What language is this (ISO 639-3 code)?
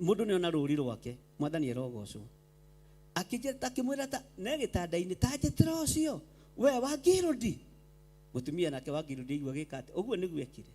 kik